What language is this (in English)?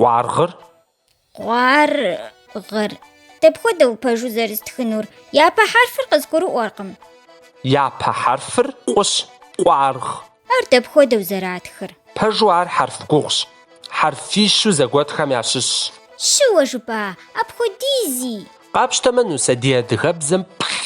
Kabardian